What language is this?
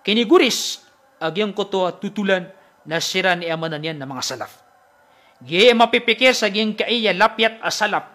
Maranao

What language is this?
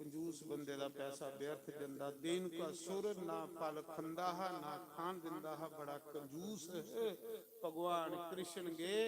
Dogri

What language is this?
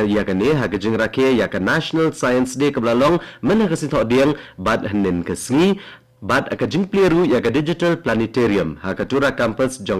Khasi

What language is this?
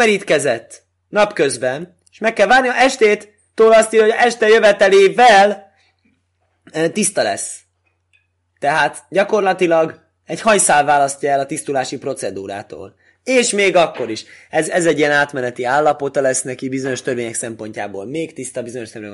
Hungarian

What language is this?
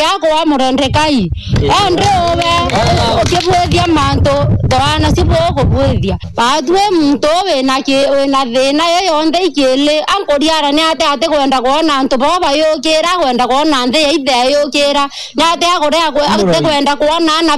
Meru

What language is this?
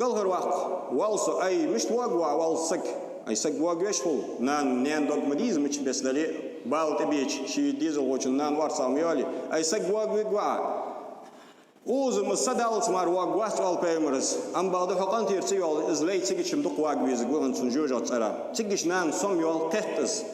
Ingush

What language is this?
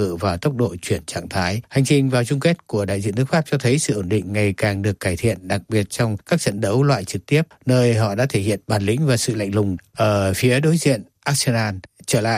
Vietnamese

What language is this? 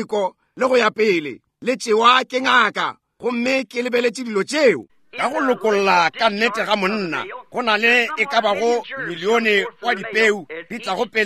Northern Sotho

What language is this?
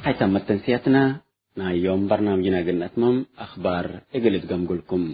Tigre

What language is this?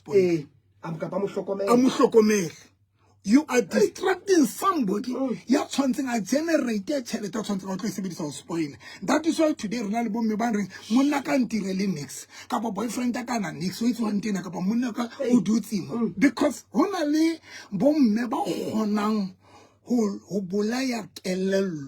Southern Sotho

